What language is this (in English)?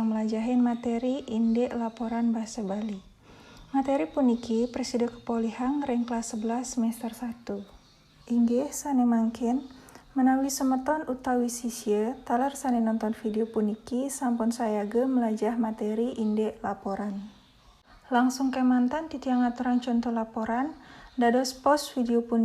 Balinese